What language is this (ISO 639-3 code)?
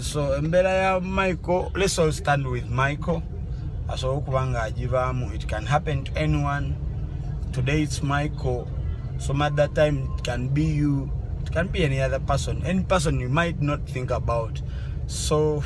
lug